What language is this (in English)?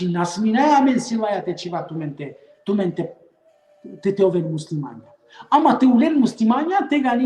Balkan Romani